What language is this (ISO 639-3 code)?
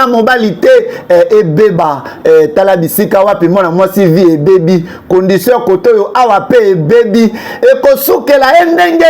lin